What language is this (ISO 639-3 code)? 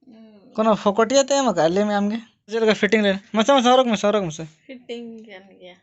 sat